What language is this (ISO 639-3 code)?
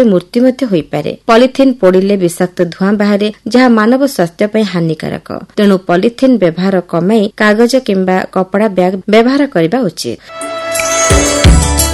ori